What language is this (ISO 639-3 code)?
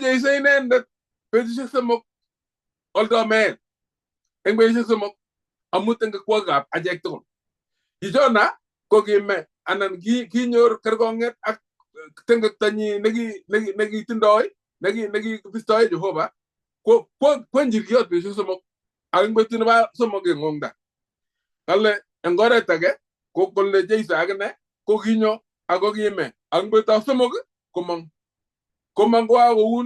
kln